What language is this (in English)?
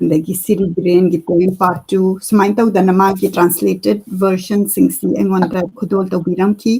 Manipuri